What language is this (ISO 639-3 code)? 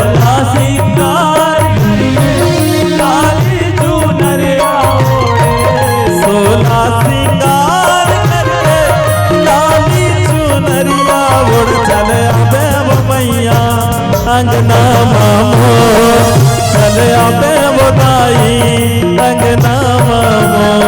hne